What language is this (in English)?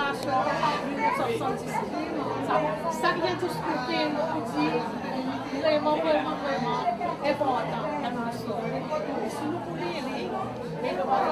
Seselwa Creole French